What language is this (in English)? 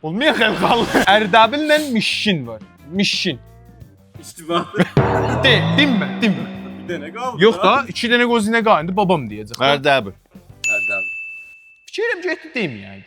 South Azerbaijani